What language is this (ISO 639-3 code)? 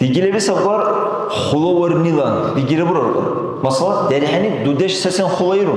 dar